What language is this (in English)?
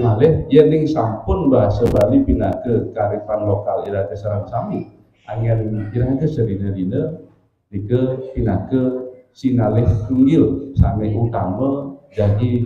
Balinese